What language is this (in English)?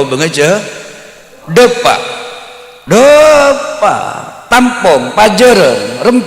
Madurese